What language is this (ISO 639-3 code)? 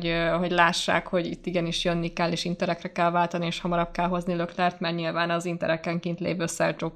hun